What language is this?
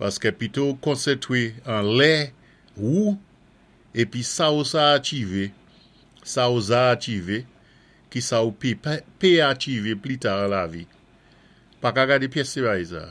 Saint Lucian Creole French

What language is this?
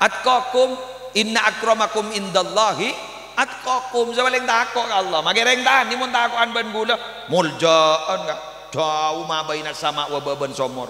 Madurese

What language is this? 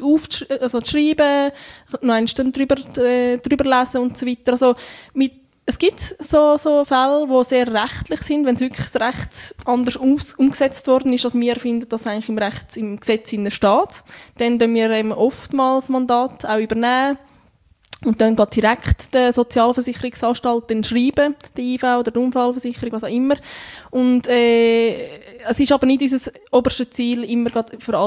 German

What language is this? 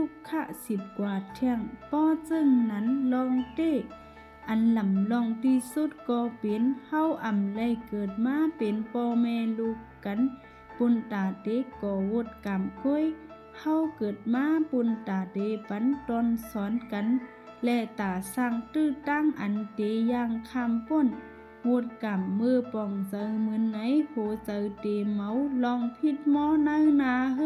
Shan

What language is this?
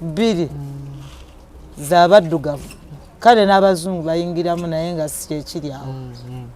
Ganda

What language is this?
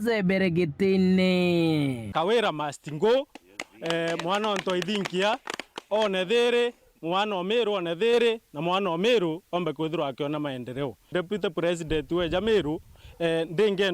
Meru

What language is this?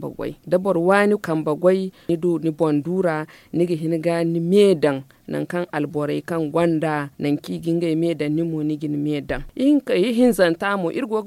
Zarma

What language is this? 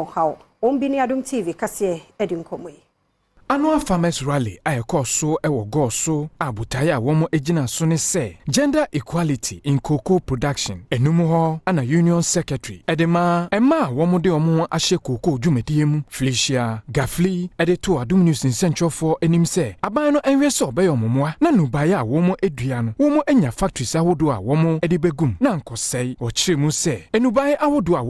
Akan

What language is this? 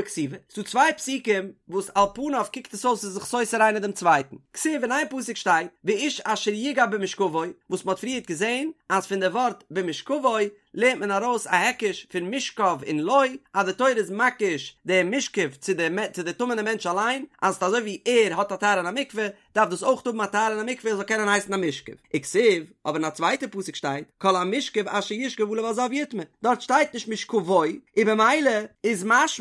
Yiddish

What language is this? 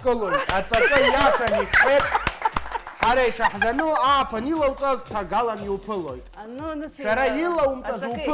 Abkhazian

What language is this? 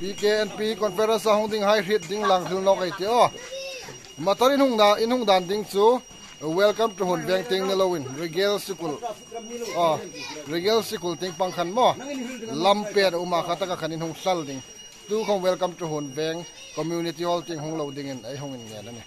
Hmar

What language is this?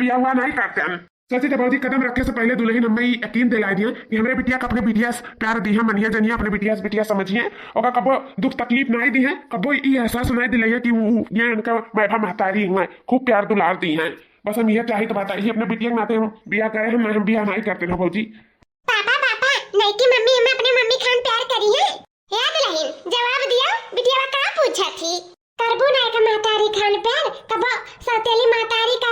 Awadhi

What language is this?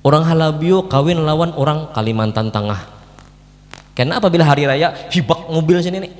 Banjar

